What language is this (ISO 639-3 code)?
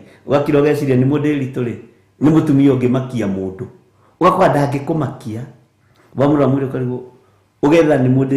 kik